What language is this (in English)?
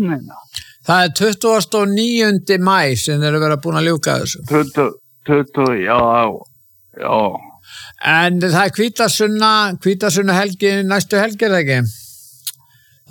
Icelandic